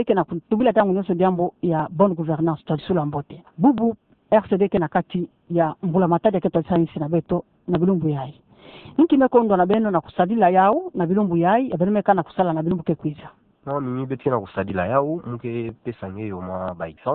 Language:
Kituba (Democratic Republic of Congo)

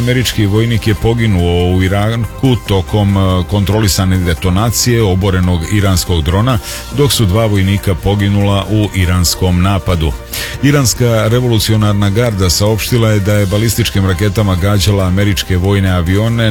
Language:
Serbian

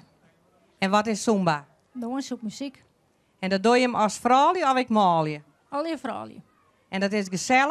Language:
Western Frisian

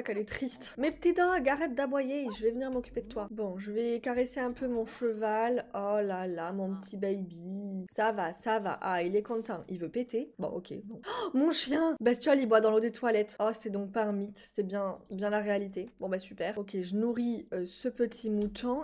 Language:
French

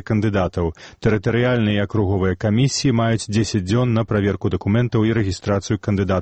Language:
Belarusian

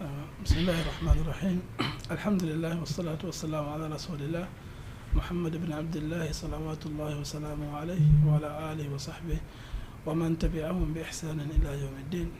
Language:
Fula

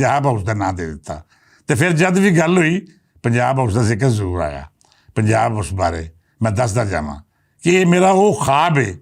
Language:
Western Panjabi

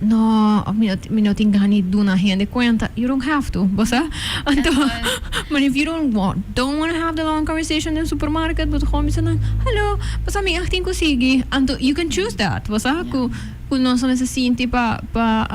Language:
Papiamento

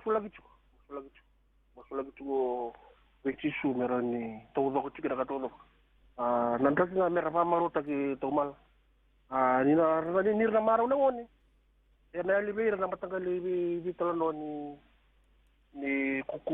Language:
Fijian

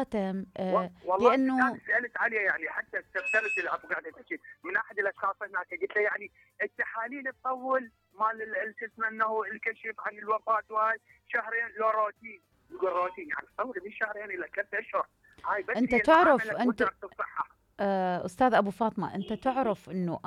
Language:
Mesopotamian Arabic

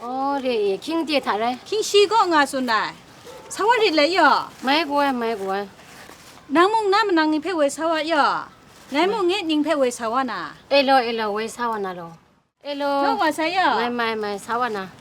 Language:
Kachin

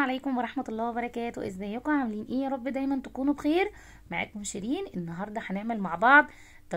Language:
Egyptian Arabic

